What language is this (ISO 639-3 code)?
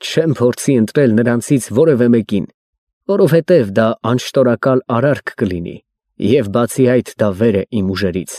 hye